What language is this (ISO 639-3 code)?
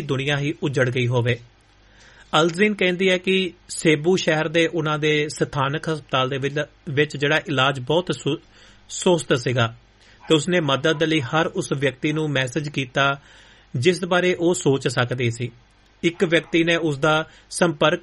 pan